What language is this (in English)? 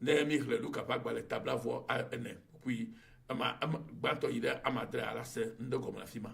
Ewe